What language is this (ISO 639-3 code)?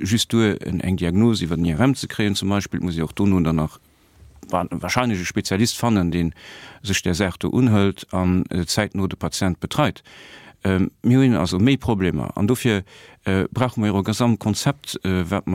ltz